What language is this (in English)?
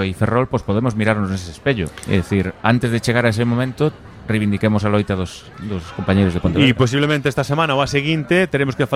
Galician